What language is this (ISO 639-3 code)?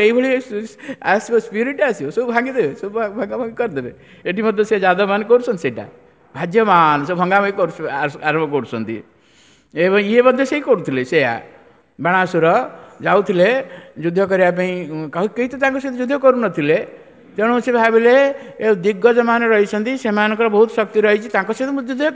ori